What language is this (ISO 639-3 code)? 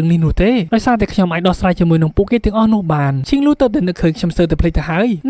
khm